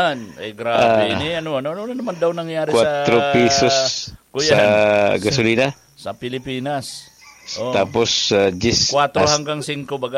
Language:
Bikol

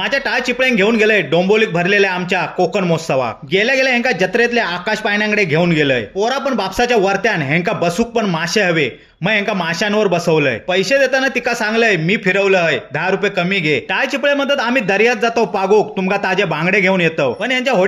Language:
Konkani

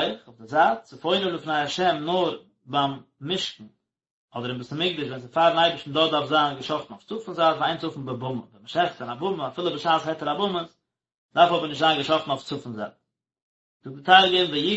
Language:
Yiddish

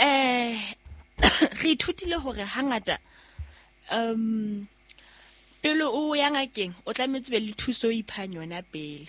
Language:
Southern Sotho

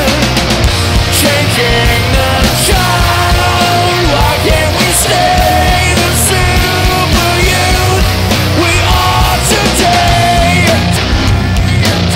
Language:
English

